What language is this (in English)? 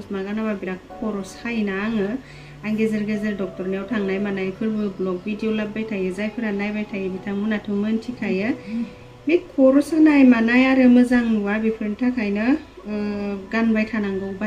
Bodo